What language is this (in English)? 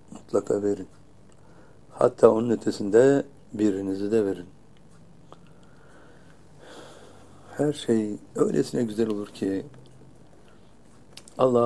Turkish